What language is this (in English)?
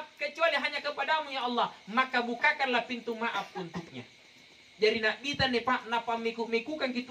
Makasar